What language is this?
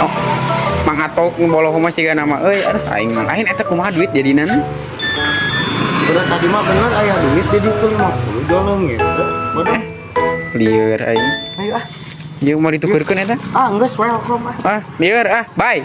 Sundanese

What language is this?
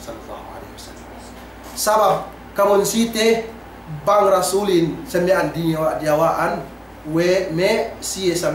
Yakan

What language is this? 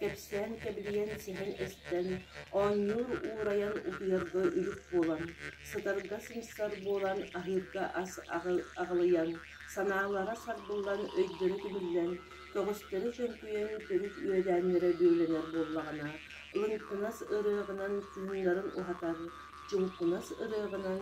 Yakut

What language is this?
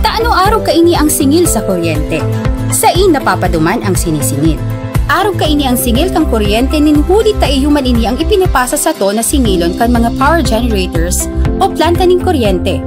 Bikol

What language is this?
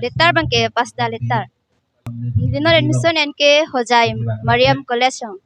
Karbi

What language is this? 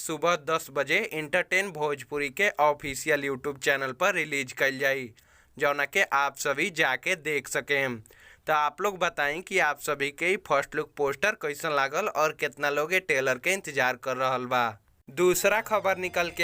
Bhojpuri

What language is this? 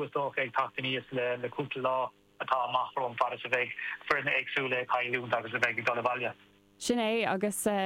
Irish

